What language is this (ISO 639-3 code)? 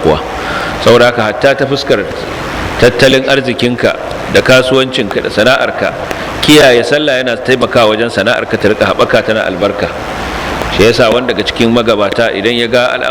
hau